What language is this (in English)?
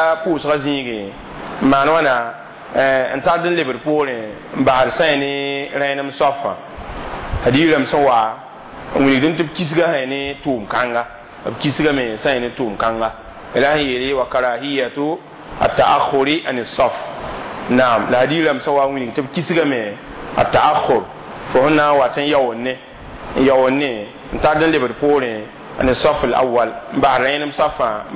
Mossi